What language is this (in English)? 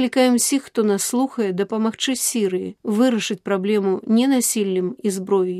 Belarusian